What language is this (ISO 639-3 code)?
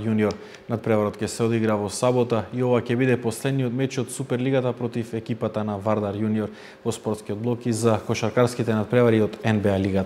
mkd